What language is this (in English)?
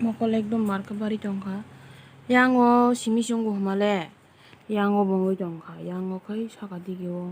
Kok Borok